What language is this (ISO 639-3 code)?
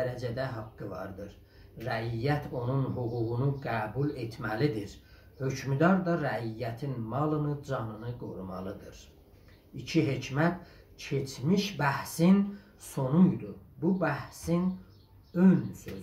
azb